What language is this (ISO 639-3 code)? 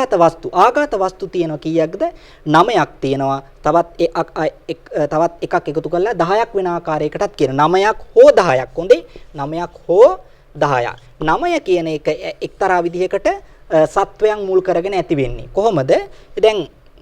sin